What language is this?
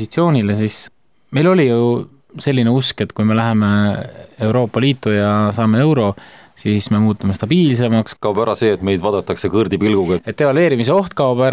Estonian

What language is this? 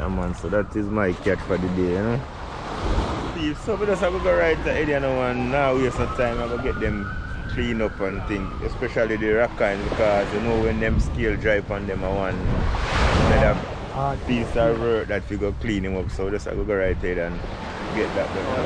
Jamaican Creole English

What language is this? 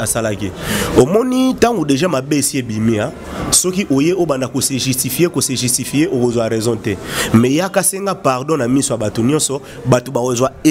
Lingala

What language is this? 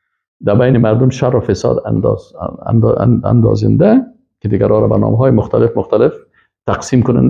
Persian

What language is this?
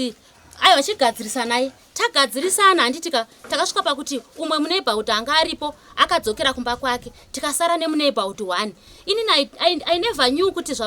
Shona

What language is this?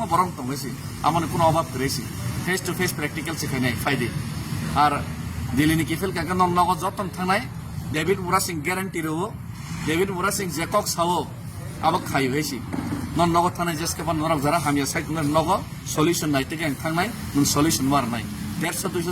Kok Borok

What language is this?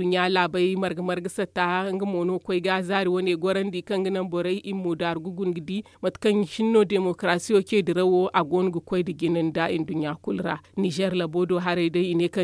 Zarma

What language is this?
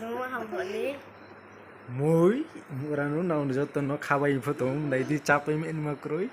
Riang (India)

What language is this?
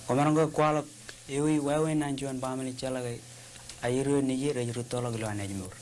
Marshallese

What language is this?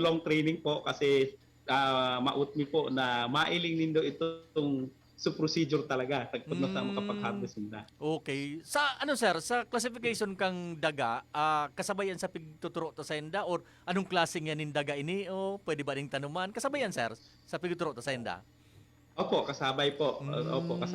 Bikol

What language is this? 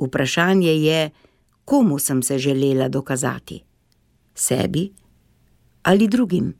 Slovenian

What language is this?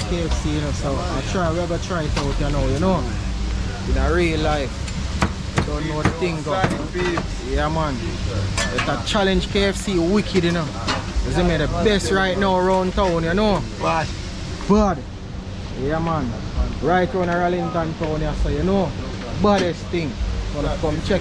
Jamaican Creole English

